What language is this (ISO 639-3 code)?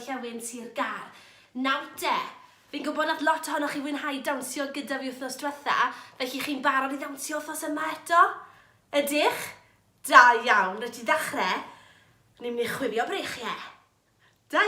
cym